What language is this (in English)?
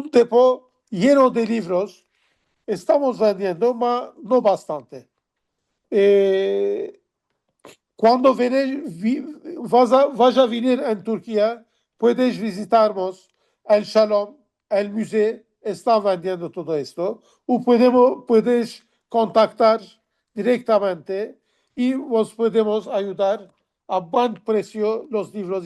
Ladino